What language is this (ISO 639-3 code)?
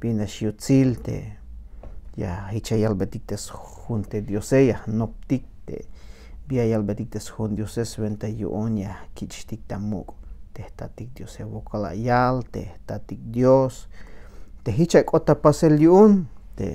tzh